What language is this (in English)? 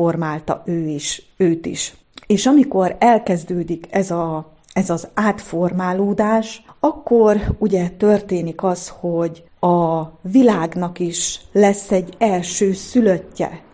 Hungarian